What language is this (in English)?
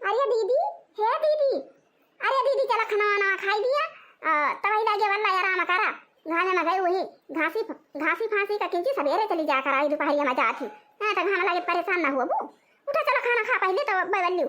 Awadhi